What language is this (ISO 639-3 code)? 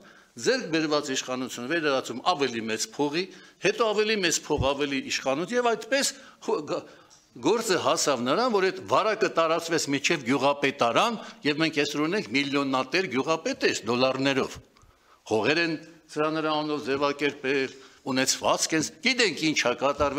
hye